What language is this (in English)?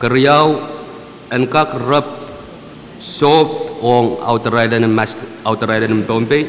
Pohnpeian